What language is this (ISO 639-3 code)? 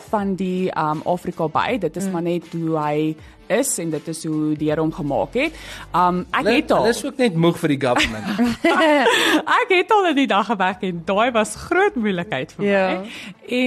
afr